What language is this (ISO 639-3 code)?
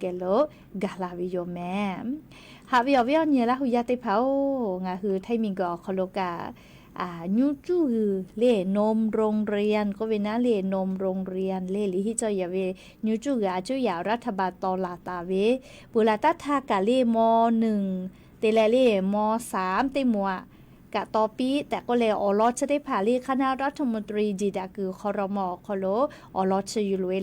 lhu